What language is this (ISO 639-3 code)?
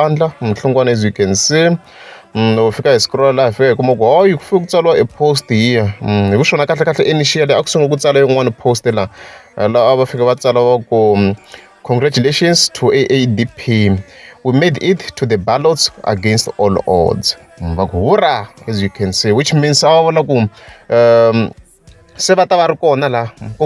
tso